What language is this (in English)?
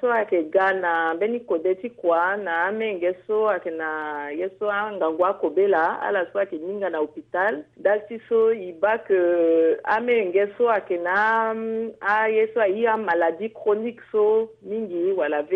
Sango